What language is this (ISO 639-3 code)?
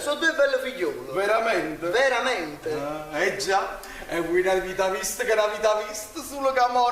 nap